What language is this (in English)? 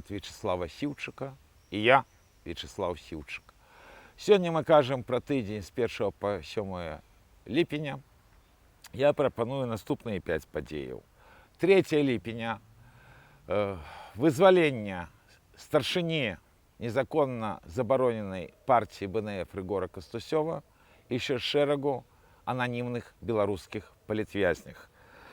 Belarusian